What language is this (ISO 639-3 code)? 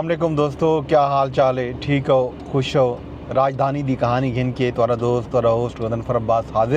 skr